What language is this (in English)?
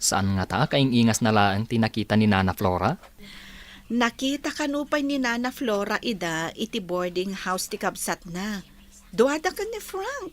Iloko